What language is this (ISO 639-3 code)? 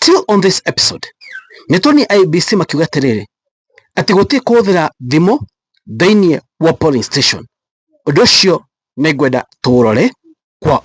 kik